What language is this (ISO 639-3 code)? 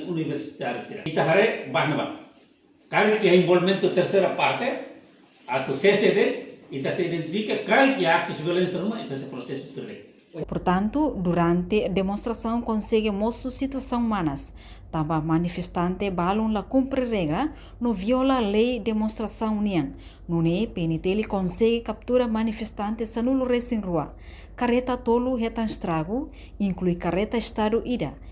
tet